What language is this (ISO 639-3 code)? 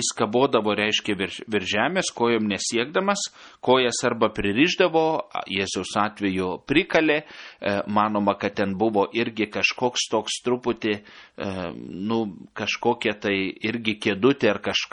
lit